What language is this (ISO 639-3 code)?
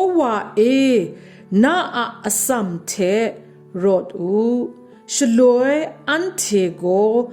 kac